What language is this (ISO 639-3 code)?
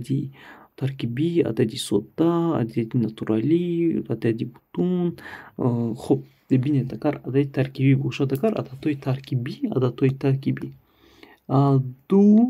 tgk